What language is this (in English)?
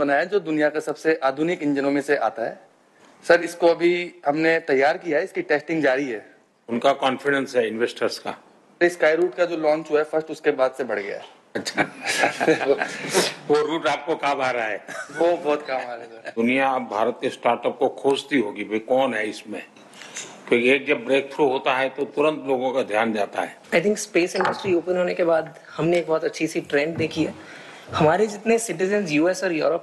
Hindi